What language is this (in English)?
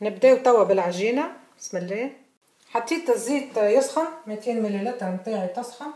Tunisian Arabic